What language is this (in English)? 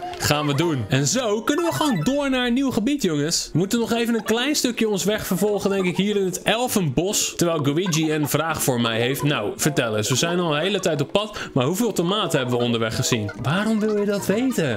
Dutch